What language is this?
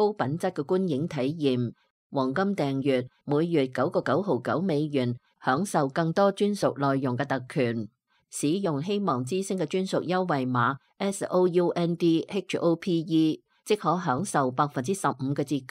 Cantonese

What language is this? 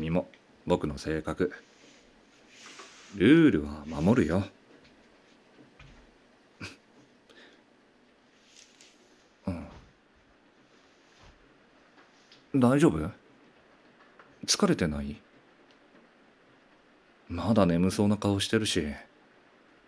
Japanese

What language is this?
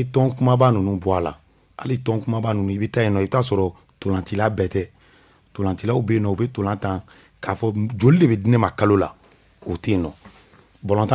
Bambara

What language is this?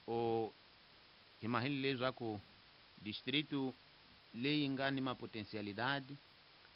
Tsonga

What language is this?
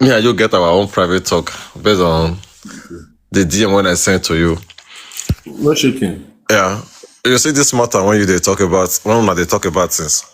Nigerian Pidgin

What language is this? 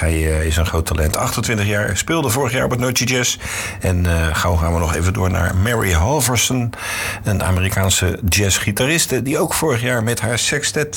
Dutch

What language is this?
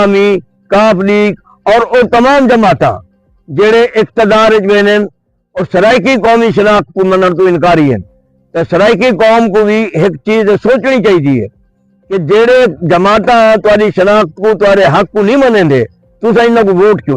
Saraiki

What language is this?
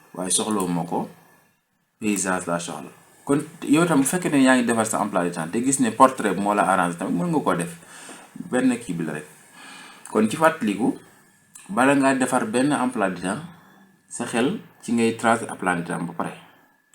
Wolof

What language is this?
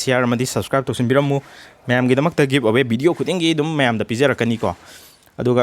Manipuri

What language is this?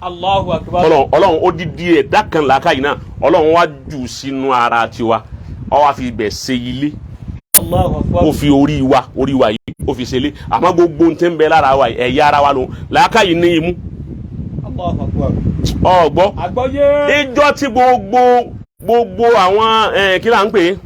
Yoruba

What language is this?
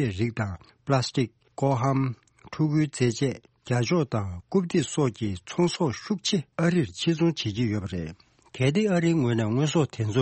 Tibetan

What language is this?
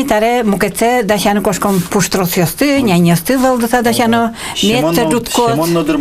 Udmurt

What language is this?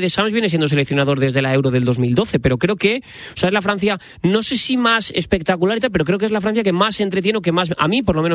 Spanish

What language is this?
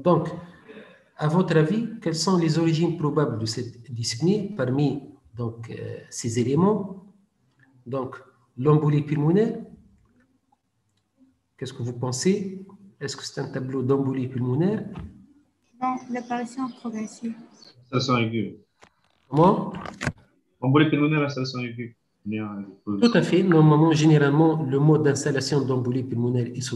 French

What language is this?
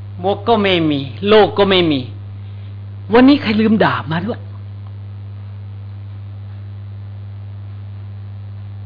Thai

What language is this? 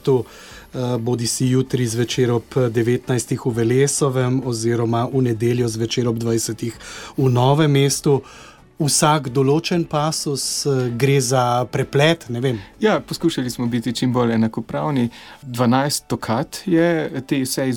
Slovenian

